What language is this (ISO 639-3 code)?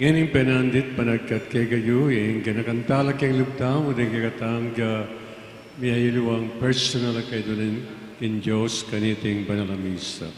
pam